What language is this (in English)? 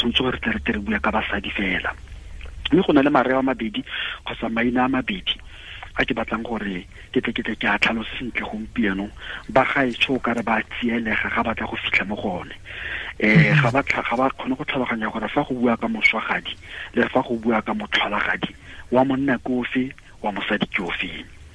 Tswana